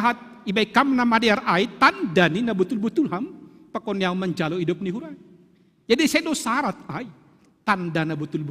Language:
Batak Simalungun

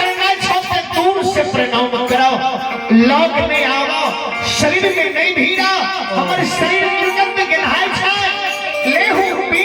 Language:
Maithili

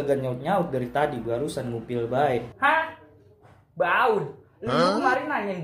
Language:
Betawi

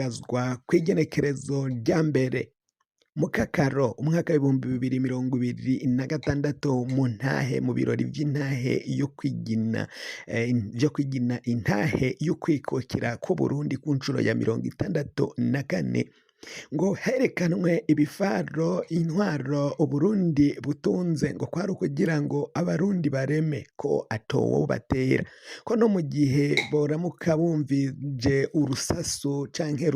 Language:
Rundi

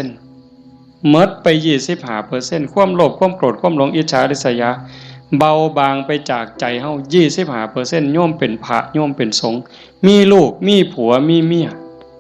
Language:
Northeastern Thai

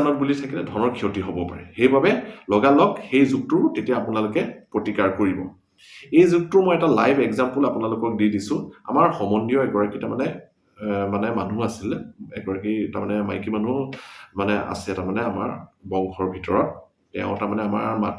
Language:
Assamese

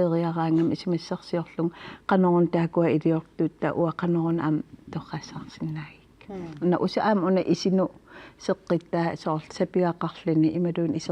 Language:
Kalaallisut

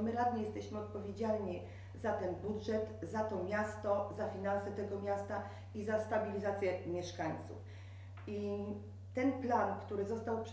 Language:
Polish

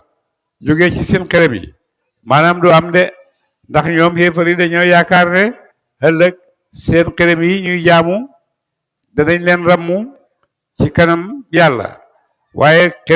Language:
Wolof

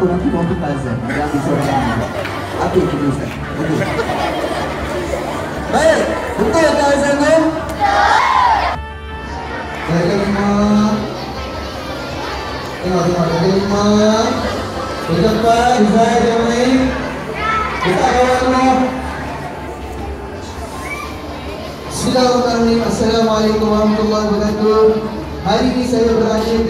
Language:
Malay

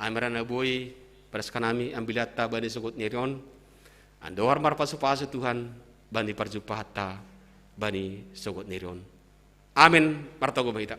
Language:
Batak Simalungun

